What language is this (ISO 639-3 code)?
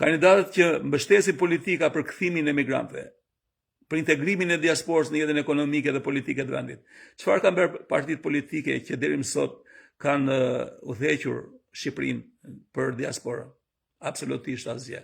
sqi